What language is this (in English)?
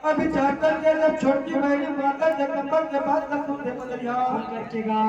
Chhattisgarhi